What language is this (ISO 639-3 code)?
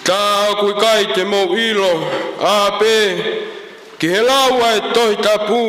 ton